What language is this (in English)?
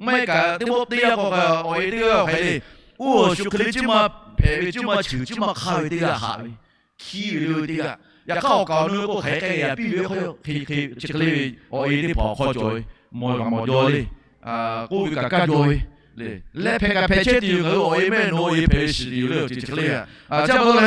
Lahu